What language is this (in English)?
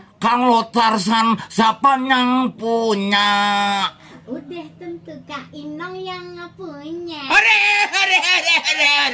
Betawi